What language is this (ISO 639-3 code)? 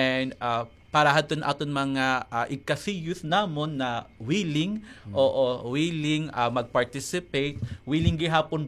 war